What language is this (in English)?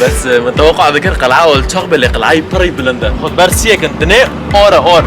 Kurdish